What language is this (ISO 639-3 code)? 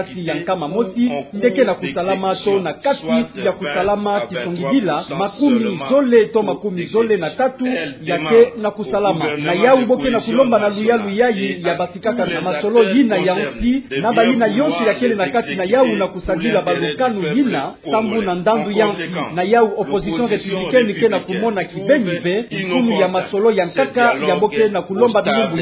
ktu